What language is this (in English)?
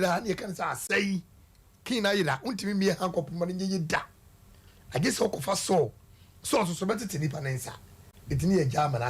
Akan